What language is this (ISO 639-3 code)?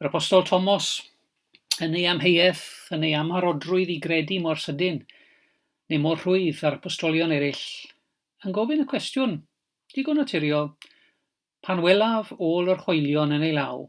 cym